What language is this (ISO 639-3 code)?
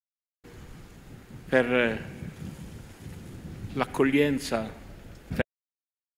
ita